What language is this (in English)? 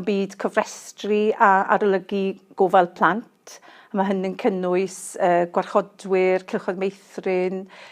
Welsh